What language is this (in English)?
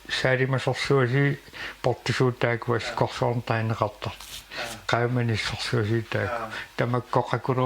Kalaallisut